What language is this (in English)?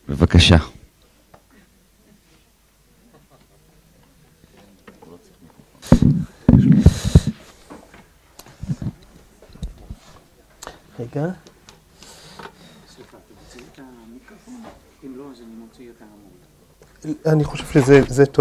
Hebrew